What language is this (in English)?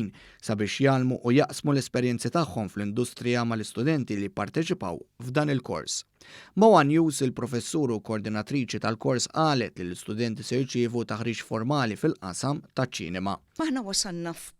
Maltese